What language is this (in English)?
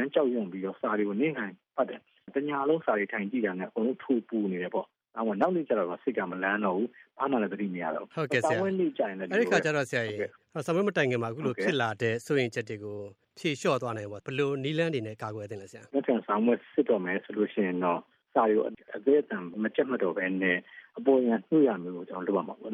Burmese